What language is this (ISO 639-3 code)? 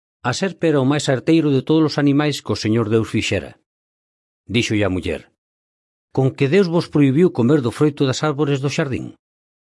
glg